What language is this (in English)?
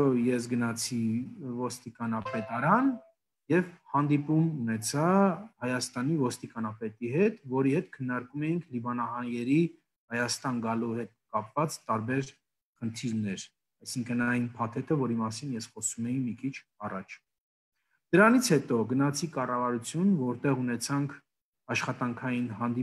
Armenian